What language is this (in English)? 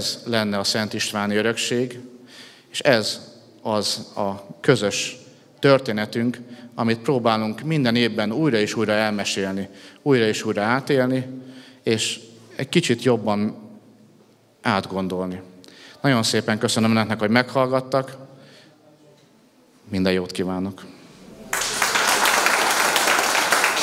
Hungarian